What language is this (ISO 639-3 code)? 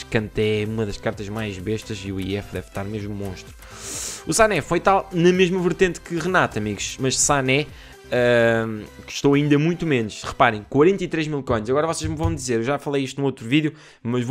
por